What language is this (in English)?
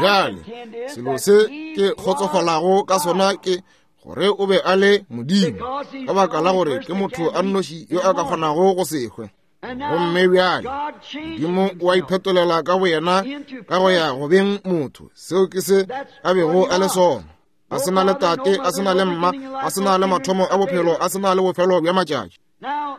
Northern Sotho